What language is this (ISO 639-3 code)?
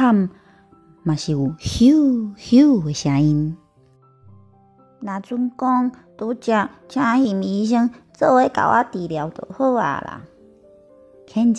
nan